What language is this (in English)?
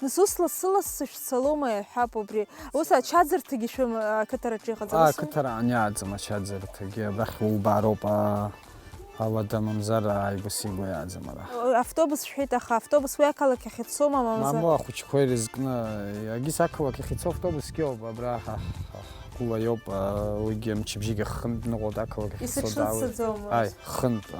Abkhazian